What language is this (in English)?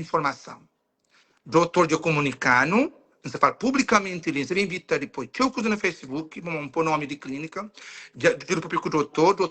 Kabuverdianu